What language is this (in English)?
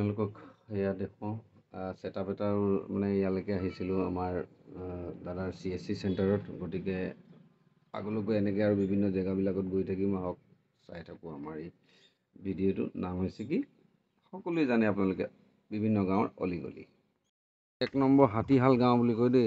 Assamese